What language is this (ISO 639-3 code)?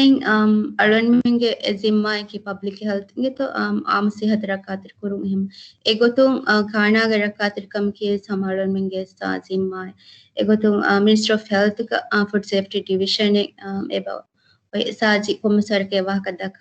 div